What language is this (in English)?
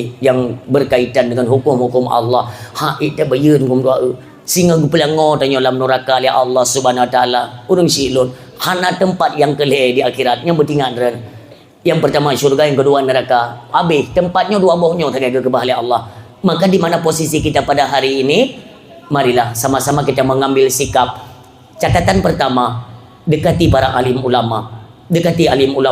Achinese